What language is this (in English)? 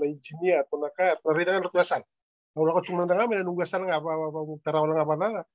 Fijian